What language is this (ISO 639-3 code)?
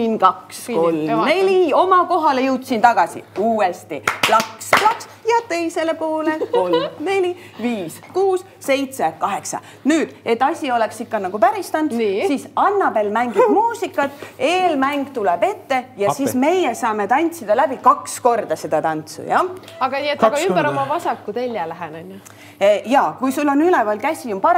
est